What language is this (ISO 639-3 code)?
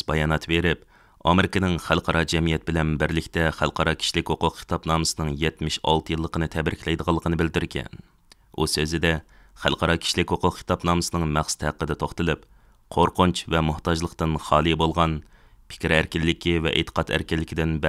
uig